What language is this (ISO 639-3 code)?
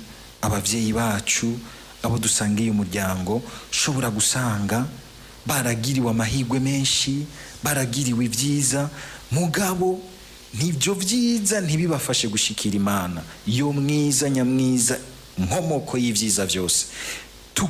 run